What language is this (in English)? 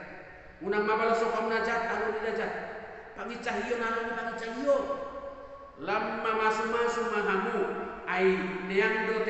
Batak Toba